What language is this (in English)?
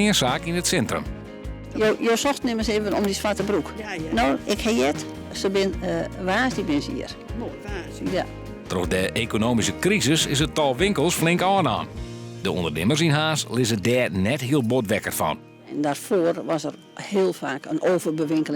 Western Frisian